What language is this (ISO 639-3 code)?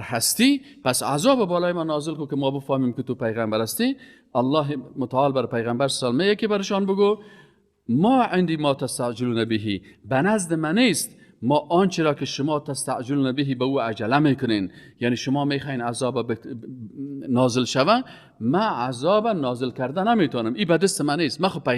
fas